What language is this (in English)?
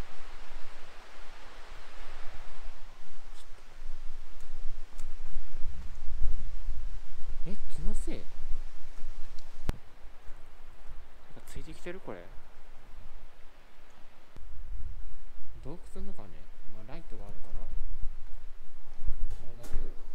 Japanese